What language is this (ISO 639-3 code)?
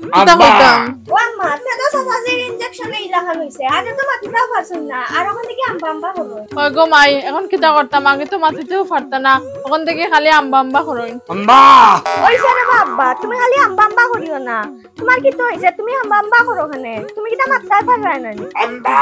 syl